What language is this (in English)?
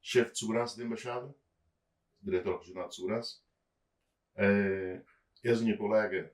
Kabuverdianu